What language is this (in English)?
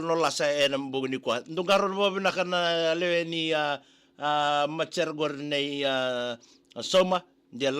Fijian